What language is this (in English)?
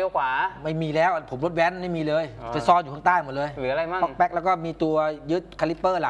Thai